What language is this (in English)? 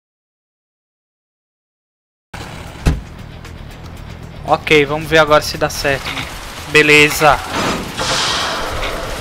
Portuguese